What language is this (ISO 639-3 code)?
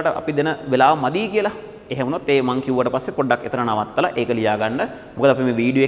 sin